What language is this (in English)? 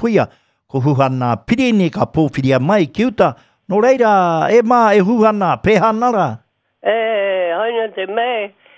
Māori